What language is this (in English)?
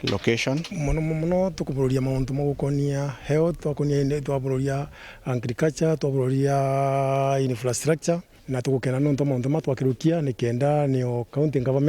Meru